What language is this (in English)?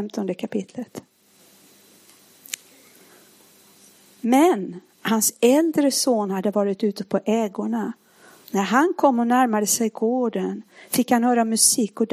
Swedish